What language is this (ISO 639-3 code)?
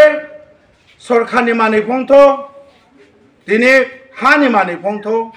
ria